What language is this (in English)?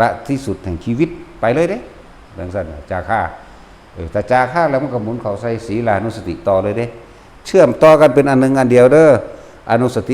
Northeastern Thai